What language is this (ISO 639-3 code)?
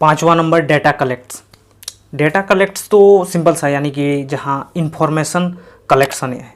sat